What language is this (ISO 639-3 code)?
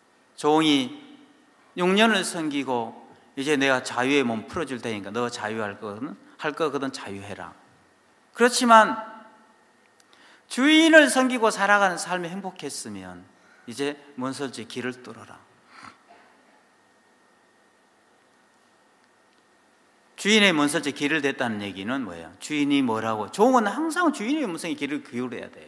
kor